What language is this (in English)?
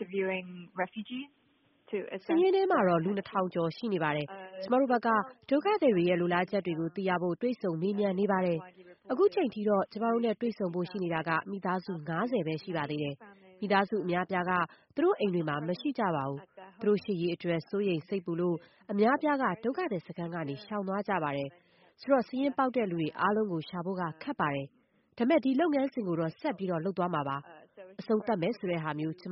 Burmese